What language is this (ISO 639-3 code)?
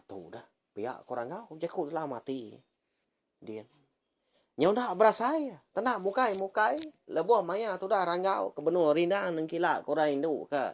iba